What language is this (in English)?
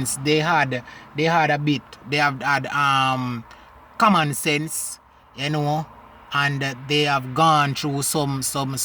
Jamaican Creole English